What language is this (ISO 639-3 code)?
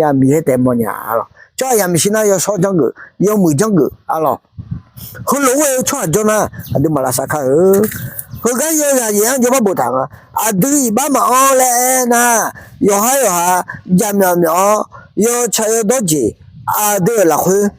ahk